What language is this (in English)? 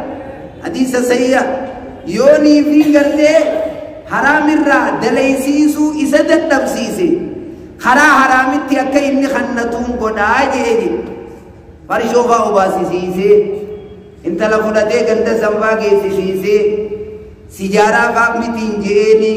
Oromo